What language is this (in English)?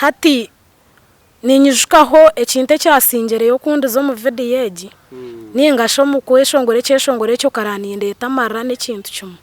Nyankole